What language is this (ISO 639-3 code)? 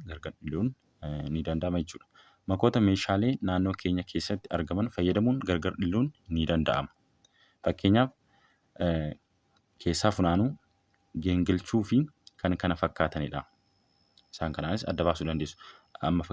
orm